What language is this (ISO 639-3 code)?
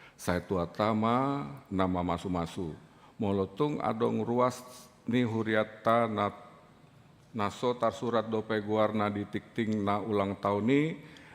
bbc